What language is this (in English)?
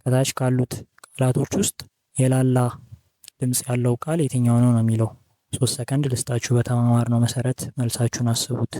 Amharic